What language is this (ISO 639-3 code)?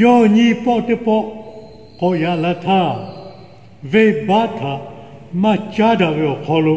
lhu